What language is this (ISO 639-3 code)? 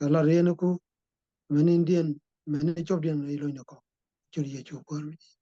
nus